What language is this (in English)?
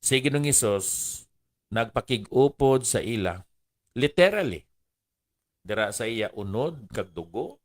Hiligaynon